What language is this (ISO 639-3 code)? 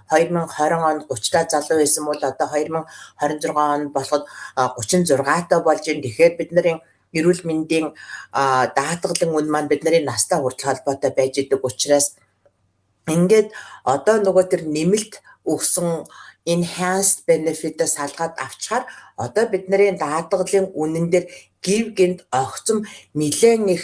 mon